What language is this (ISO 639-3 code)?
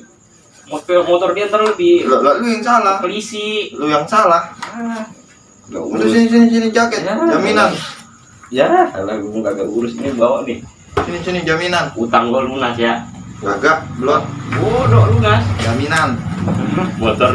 bew